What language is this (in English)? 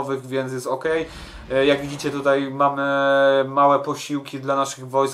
Polish